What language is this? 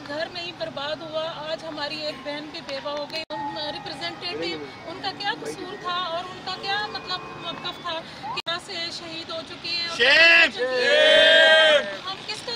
Urdu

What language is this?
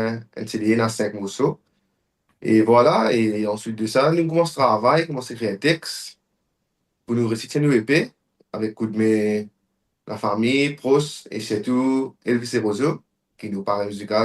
Morisyen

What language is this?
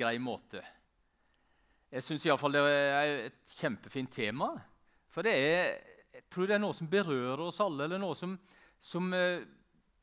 Norwegian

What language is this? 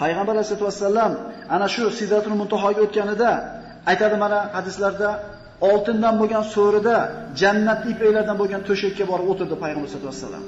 Uzbek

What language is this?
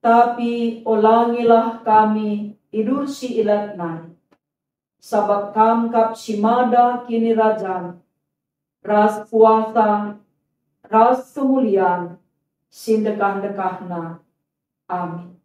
Batak Karo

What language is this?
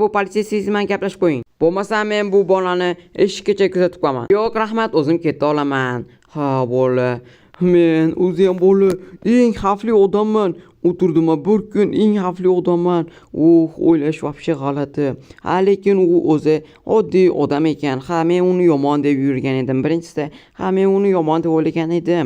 Uzbek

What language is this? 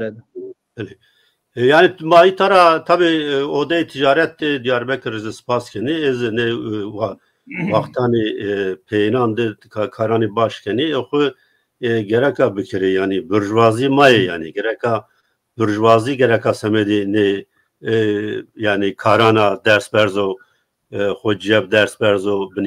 Zaza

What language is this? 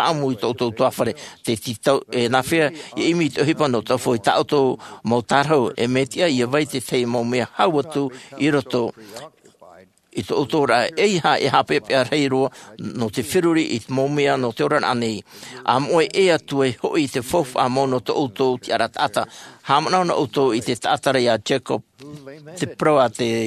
Tahitian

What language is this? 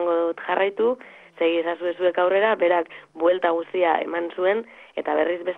Basque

